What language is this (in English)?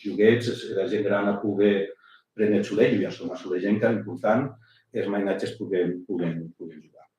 Occitan